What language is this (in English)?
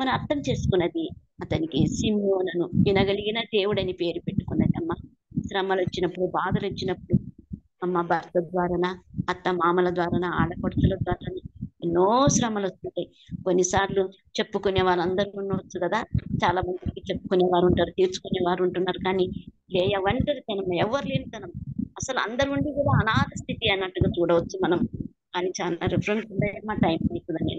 Telugu